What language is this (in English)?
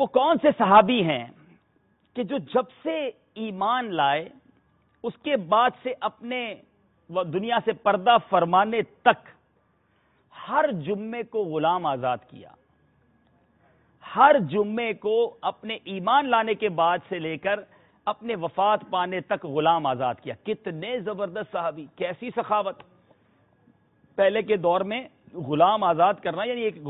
Urdu